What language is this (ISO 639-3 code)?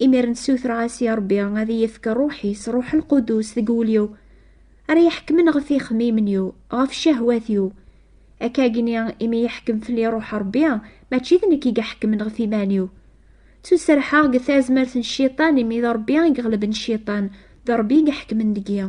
kab